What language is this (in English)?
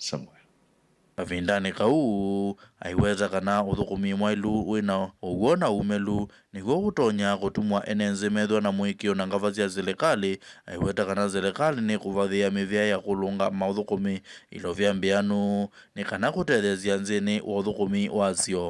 Kamba